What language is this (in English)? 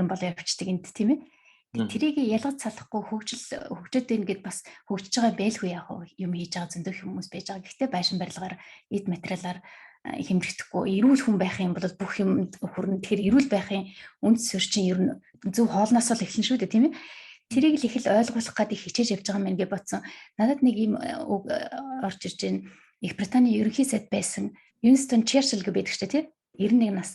Mongolian